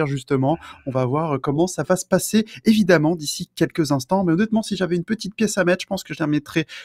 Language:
French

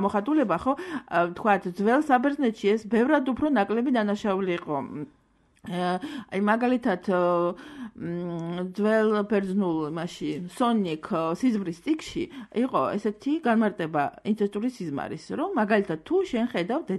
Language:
Georgian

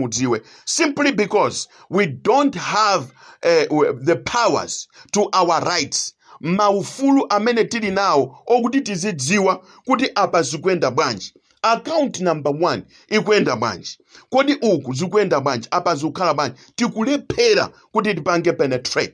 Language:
Nyanja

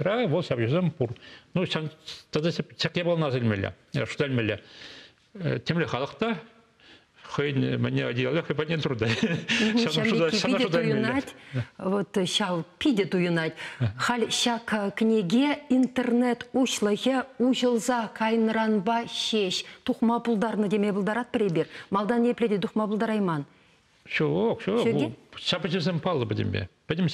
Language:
Chuvash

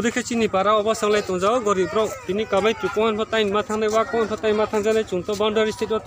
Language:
Riang (India)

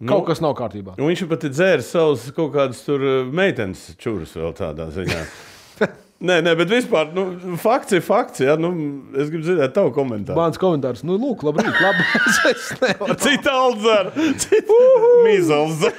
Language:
Latvian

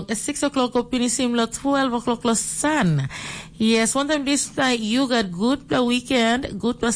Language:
Tok Pisin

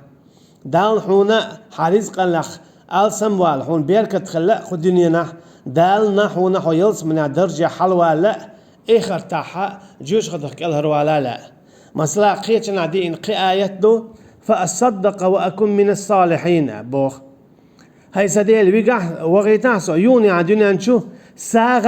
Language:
Chechen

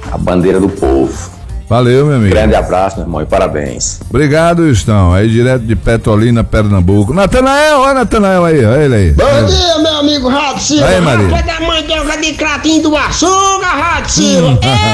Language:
Portuguese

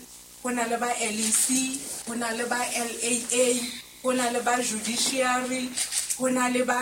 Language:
Southern Sotho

